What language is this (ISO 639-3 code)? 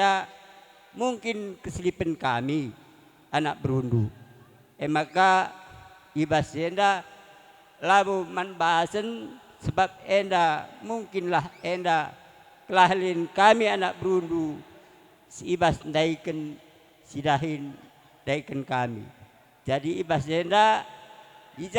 btx